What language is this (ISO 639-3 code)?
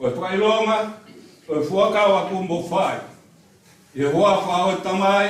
ton